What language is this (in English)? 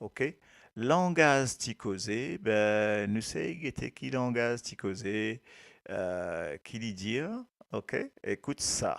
Morisyen